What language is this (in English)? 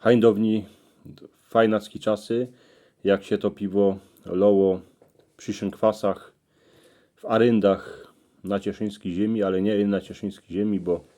Silesian